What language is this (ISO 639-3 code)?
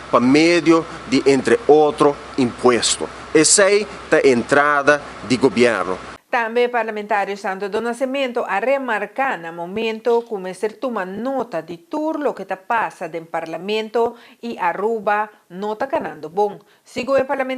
pap